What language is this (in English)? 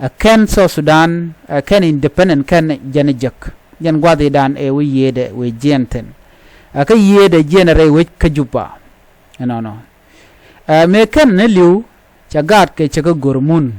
Nuer